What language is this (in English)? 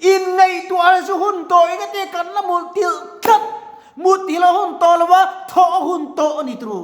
Mizo